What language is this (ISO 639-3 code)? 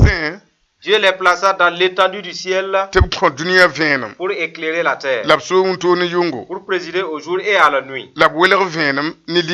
mos